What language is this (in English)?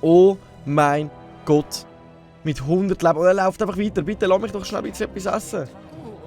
Swiss German